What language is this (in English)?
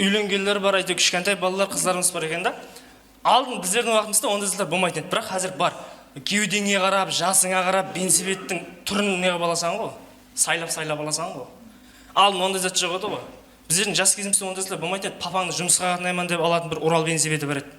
Kara-Kalpak